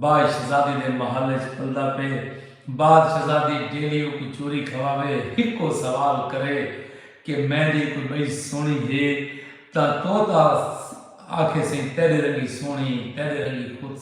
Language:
Saraiki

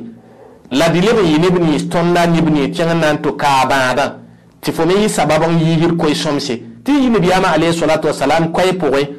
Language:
Mossi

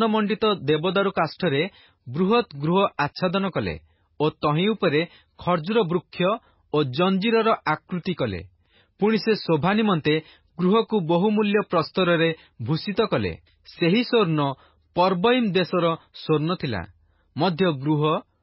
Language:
Odia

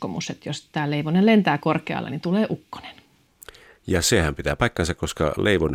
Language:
Finnish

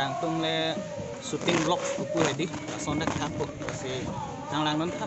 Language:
Karbi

